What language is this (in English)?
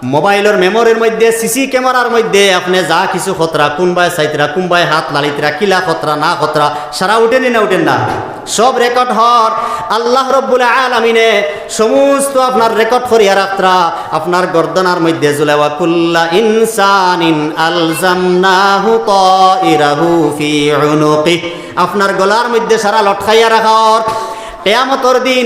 Sylheti